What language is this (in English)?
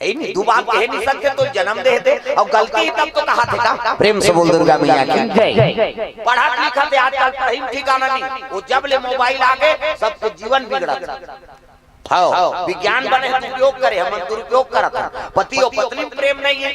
Chhattisgarhi